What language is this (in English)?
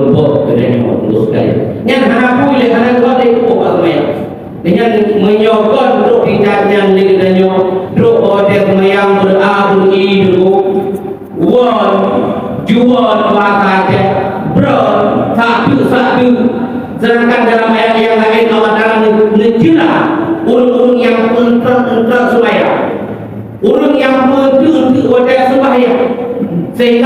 Achinese